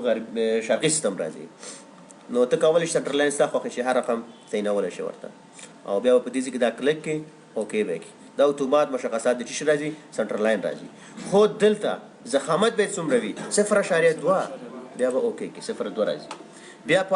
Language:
Pashto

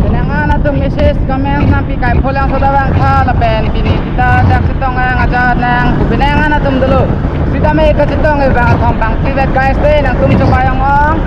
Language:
Karbi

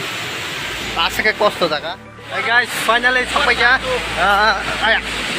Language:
Kok Borok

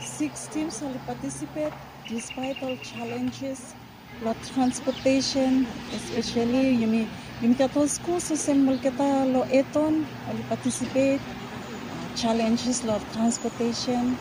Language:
Bislama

